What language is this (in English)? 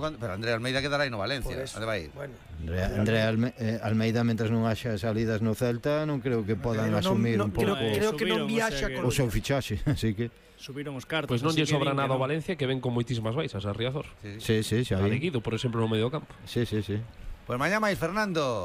Galician